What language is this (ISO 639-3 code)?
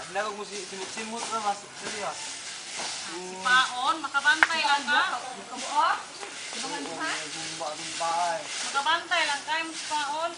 ceb